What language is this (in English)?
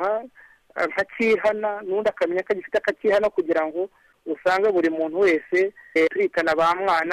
Kinyarwanda